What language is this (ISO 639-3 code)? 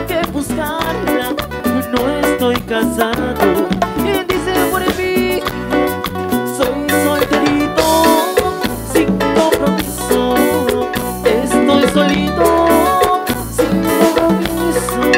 spa